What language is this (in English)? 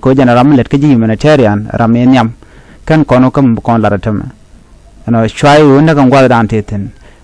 Nuer